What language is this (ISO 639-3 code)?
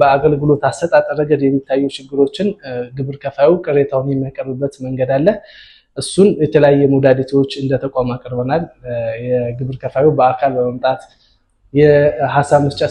amh